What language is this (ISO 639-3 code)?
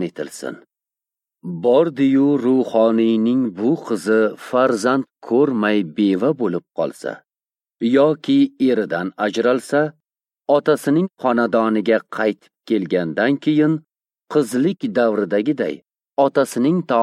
uzb